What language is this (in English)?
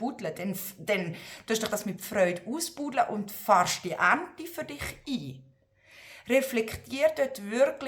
Swiss German